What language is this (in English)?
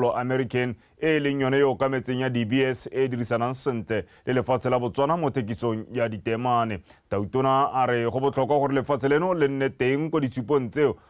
Tswana